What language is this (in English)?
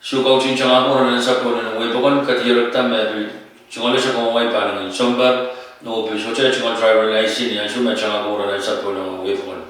Pohnpeian